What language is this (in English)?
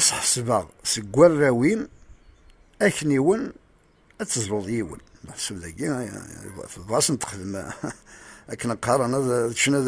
Kabyle